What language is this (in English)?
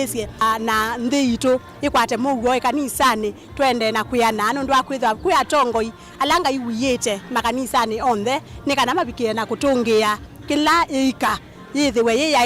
Kamba